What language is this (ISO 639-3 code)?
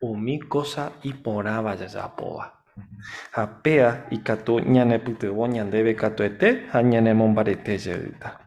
grn